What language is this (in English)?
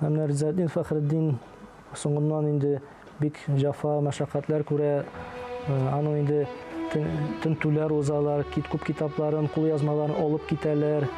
Tatar